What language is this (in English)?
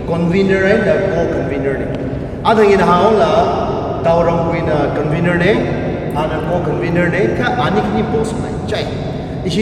Tangkhul Naga (India)